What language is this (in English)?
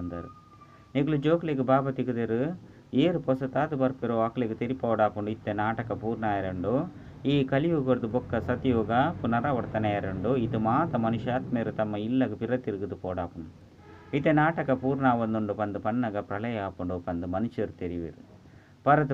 Tulu